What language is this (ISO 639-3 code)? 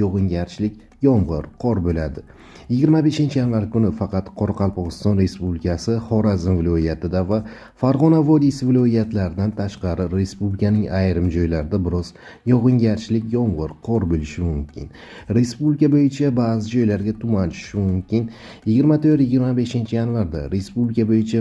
uzb